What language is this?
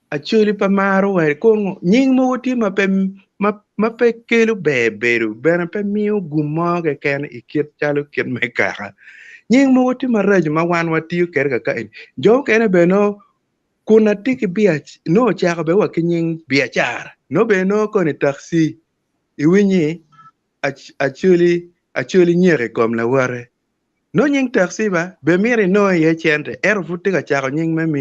Acoli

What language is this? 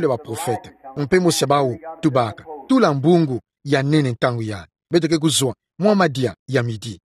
Kituba (Democratic Republic of Congo)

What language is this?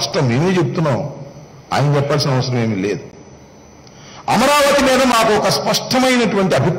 Telugu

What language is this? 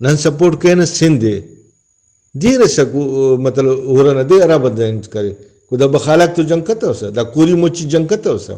Brahui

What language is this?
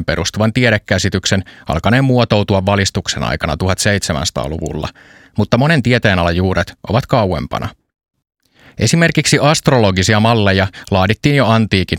Finnish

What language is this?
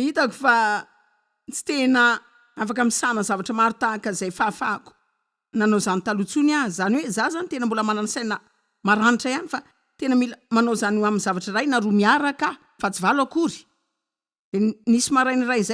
Malagasy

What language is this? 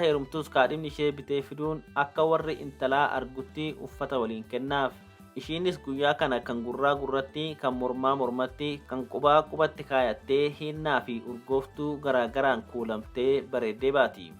Oromo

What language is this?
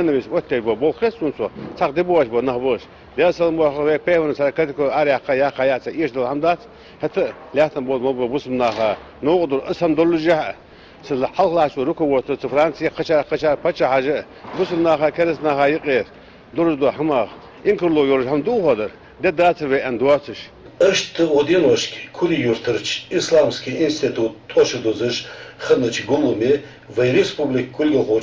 Ingush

